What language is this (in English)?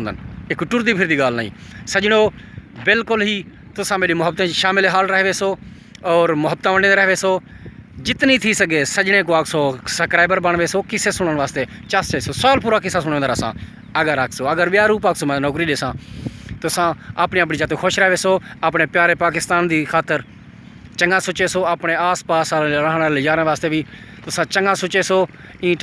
Saraiki